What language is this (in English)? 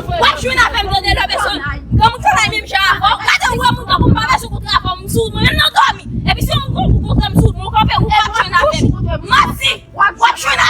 Haitian Creole